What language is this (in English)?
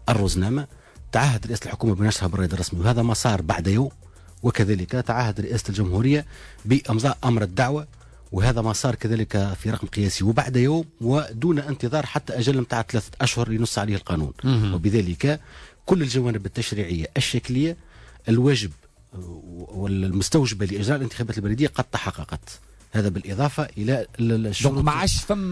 Tunisian Arabic